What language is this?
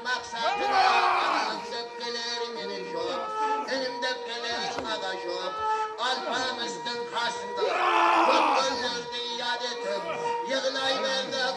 Kara-Kalpak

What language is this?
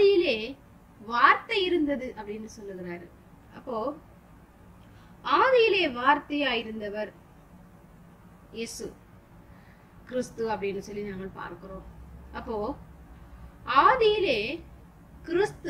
Tamil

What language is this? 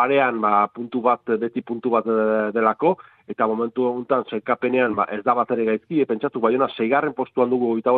Basque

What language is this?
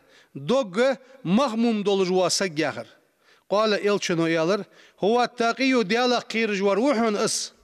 Ingush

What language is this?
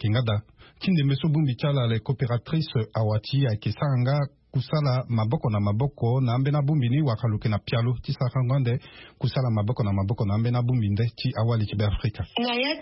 Sango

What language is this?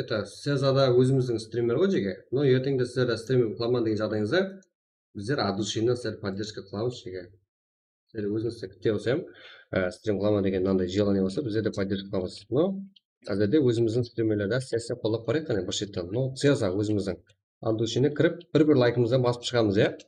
Kara-Kalpak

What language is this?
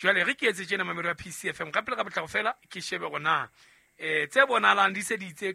Southern Sotho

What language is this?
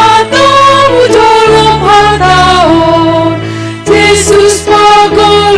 Batak Simalungun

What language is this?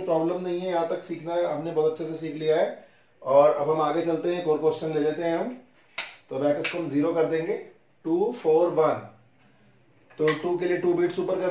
Hindi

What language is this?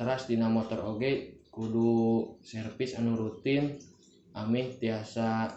Sundanese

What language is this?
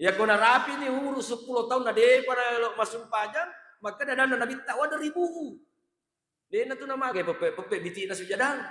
Buginese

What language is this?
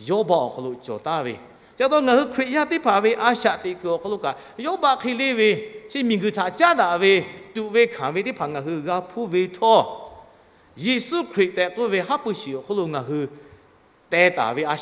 Lahu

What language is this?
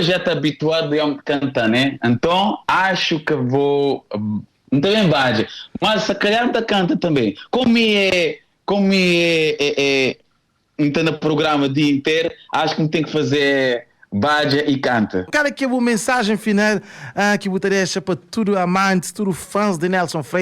Kabuverdianu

